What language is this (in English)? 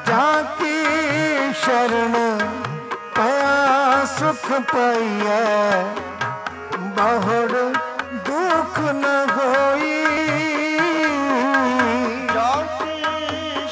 Punjabi